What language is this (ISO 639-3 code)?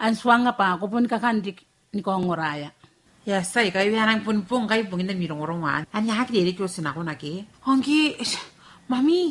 gil